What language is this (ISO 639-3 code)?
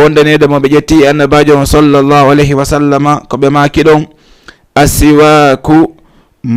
ful